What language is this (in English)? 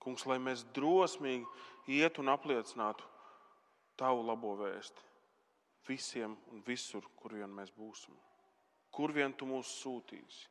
Latvian